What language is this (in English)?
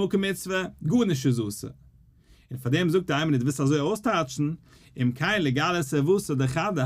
Yiddish